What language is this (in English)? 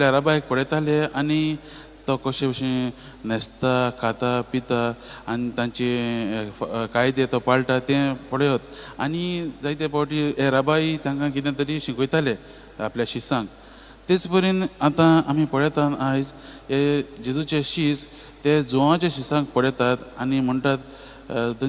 Konkani